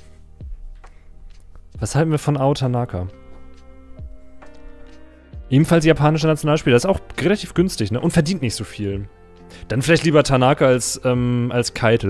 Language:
German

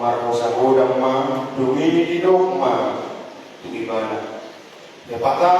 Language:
Batak Toba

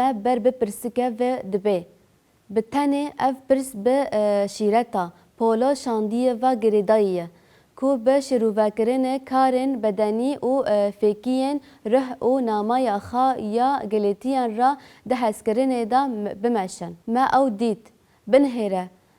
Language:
Kurdish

